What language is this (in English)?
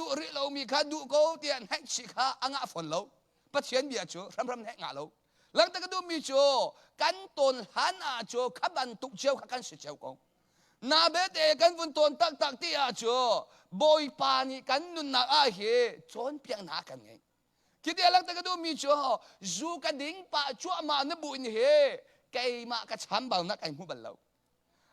Hakha Chin